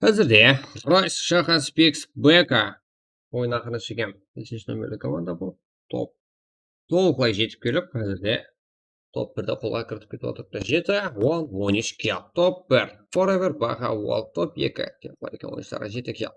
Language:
Kara-Kalpak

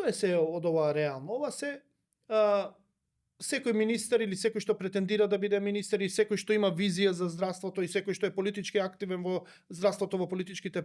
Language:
Macedonian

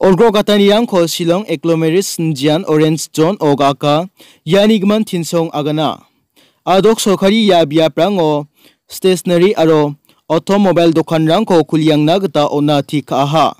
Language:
Garo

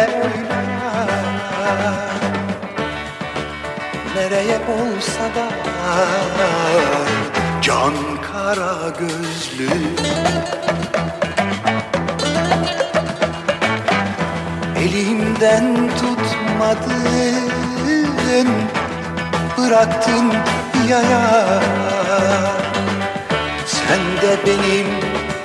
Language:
Turkish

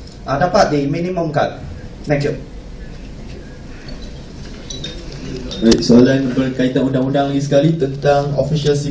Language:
Malay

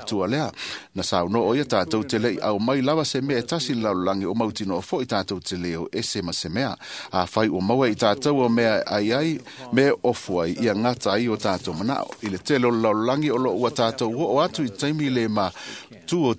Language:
Samoan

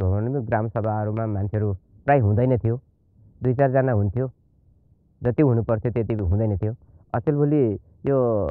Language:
Nepali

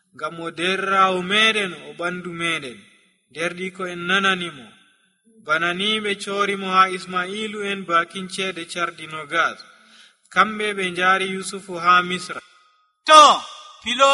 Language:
Nigerian Fulfulde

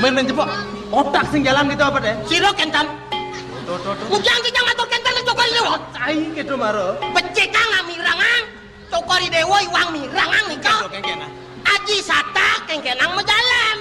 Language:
Balinese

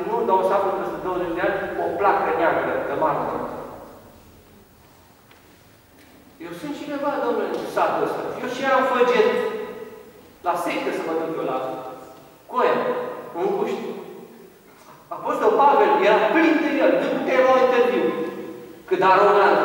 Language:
Romanian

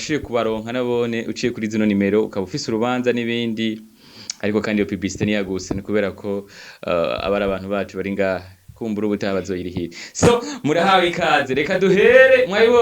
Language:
Rundi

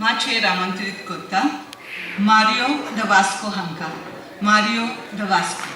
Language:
Konkani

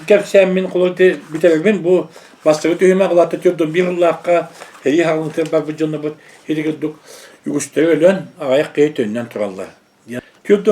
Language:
Yakut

